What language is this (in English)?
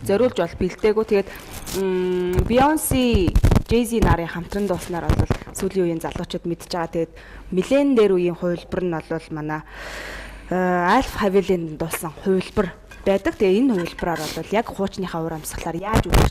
Mongolian